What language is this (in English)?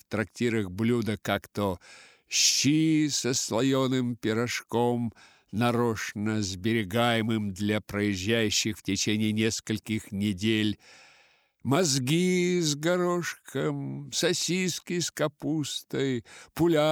Russian